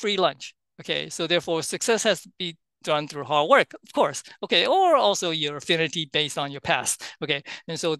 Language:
English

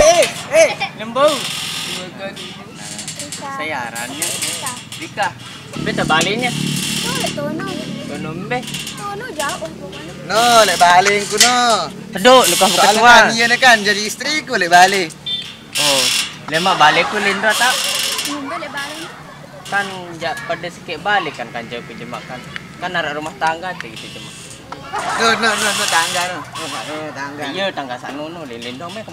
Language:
Sasak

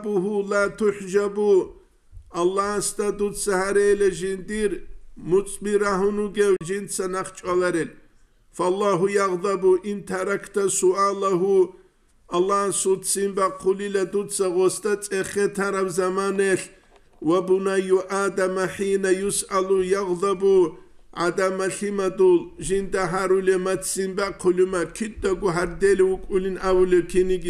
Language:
Avaric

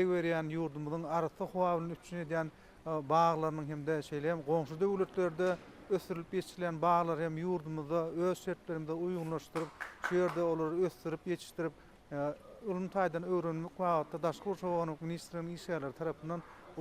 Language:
Turkmen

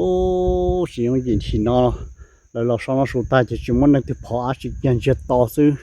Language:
Hmong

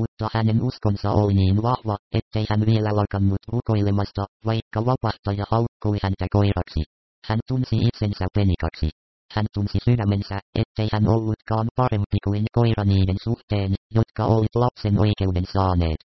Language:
Finnish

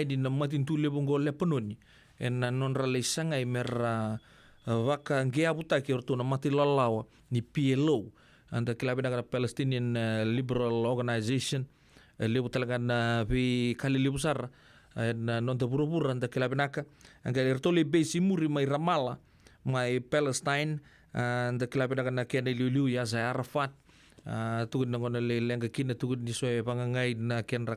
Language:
Fijian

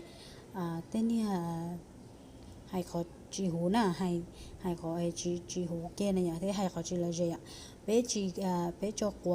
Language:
Hmong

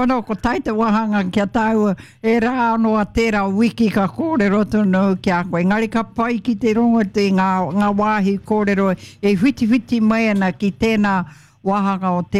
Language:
Māori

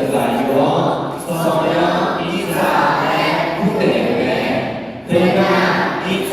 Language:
Akha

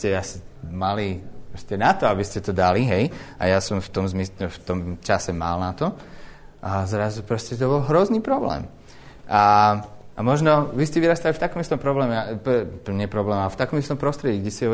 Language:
Slovak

